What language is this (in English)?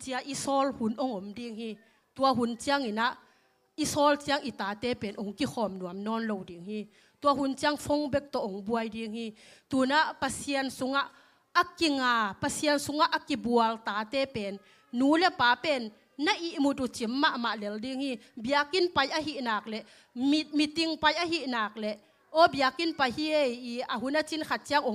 Tedim Chin